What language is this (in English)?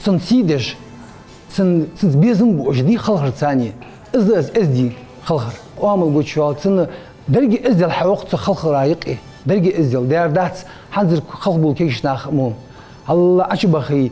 Ingush